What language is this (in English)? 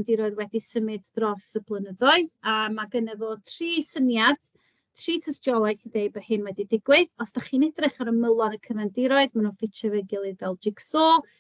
Welsh